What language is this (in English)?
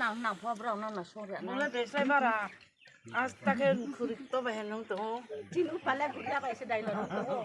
Riang (India)